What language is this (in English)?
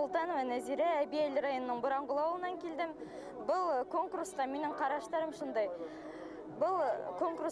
Bashkir